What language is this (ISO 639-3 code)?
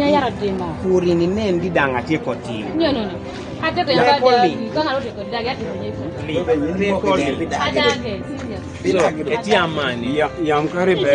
kdi